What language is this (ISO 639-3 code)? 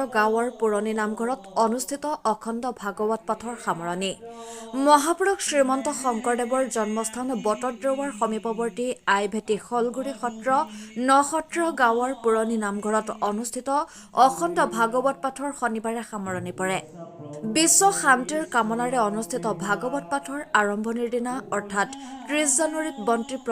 asm